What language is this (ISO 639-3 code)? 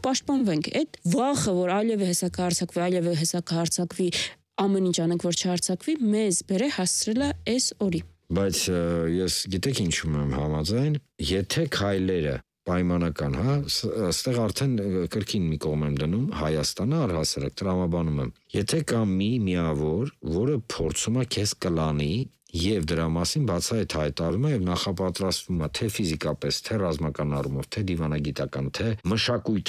hye